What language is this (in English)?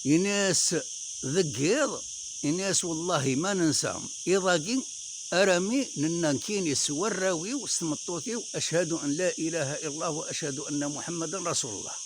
Kabyle